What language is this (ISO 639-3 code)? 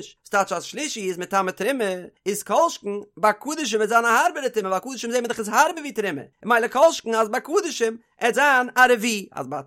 yid